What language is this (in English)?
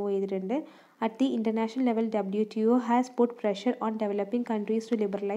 Malayalam